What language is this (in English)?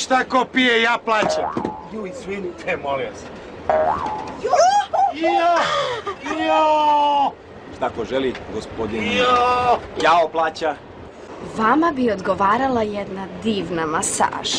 Serbian